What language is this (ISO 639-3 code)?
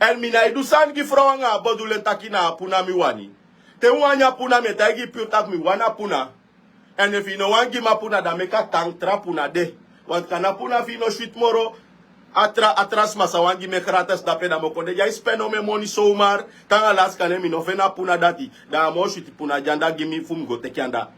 srn